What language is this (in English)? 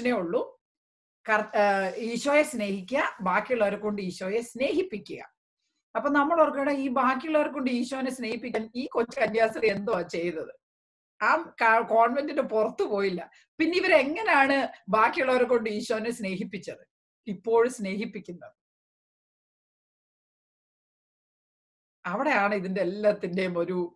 Malayalam